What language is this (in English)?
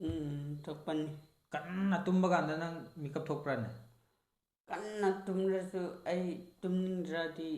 Manipuri